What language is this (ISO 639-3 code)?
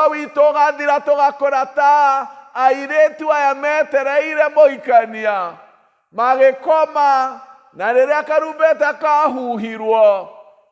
kik